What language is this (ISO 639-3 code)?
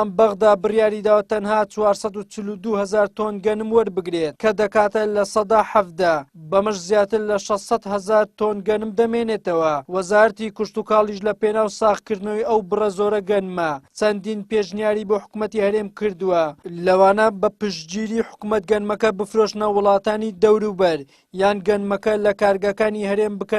ckb